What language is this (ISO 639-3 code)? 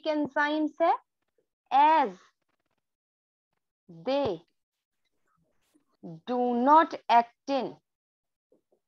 hin